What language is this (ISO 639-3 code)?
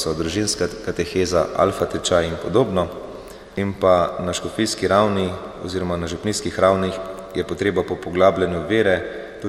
slv